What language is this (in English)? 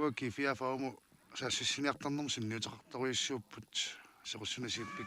Kalaallisut